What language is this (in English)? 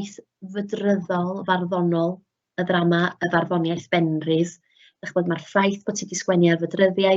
Welsh